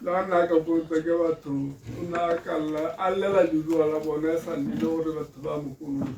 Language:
Tswana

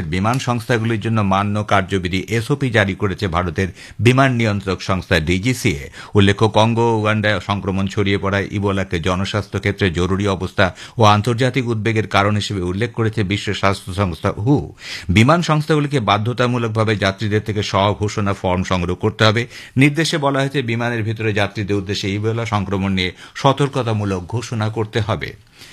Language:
Bangla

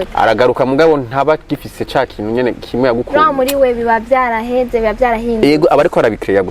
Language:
Rundi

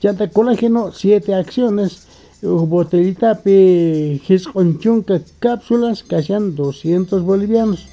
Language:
South Bolivian Quechua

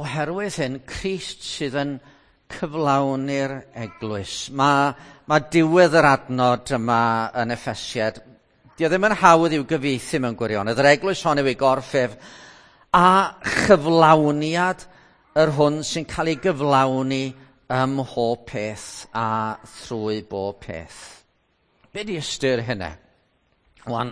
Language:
Welsh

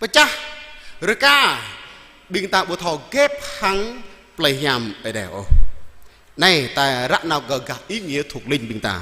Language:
Jarai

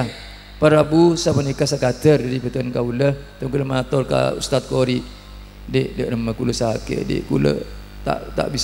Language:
Madurese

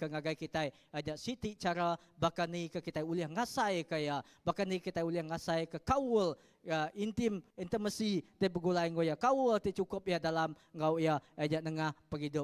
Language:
Iban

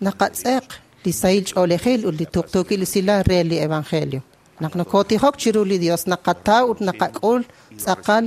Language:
Kekchí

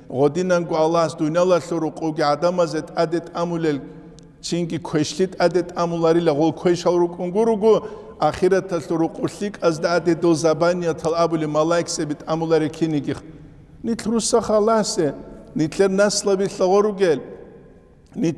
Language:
Avaric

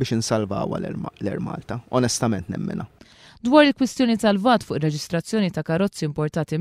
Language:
Maltese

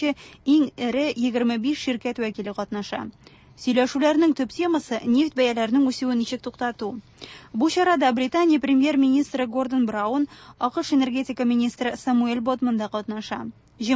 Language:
Tatar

